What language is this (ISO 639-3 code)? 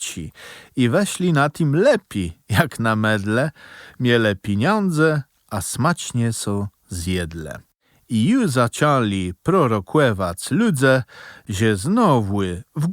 csb